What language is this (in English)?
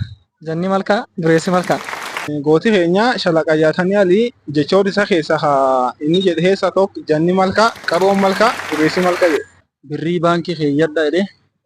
Oromo